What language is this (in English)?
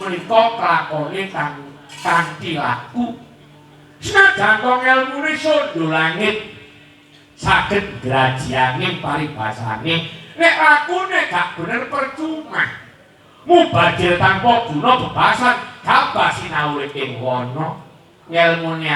Javanese